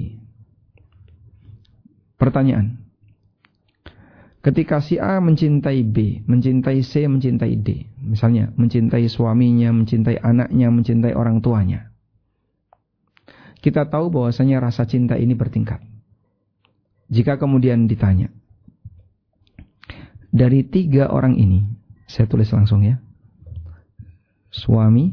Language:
Indonesian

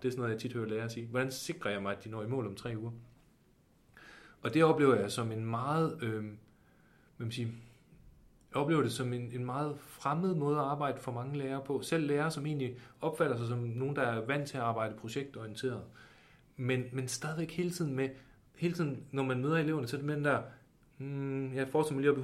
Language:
Danish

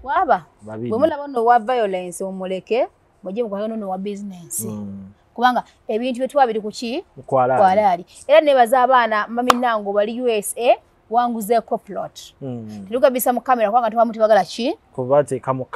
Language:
Ganda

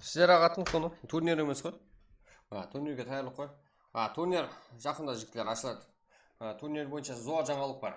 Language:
Kara-Kalpak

